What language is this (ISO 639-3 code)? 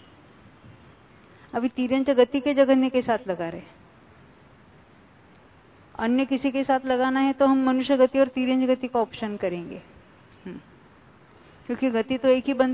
hin